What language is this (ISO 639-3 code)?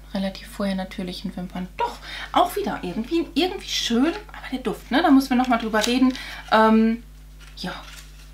deu